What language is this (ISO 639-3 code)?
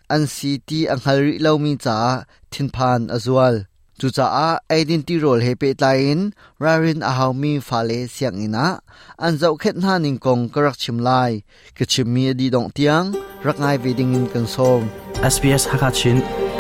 cnh